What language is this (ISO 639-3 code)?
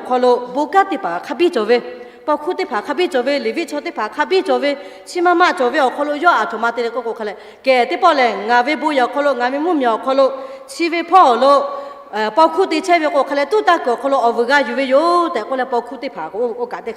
lhu